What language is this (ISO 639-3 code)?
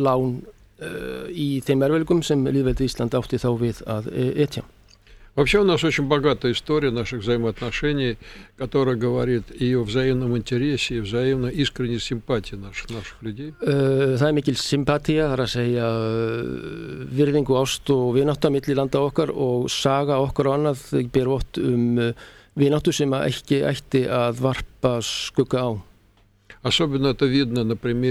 isl